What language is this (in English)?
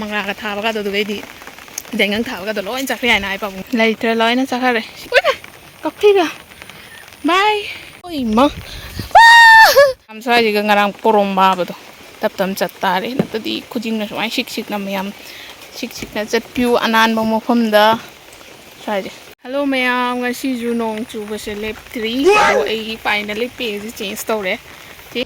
Manipuri